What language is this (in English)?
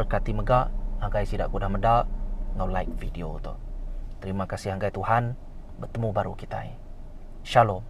Iban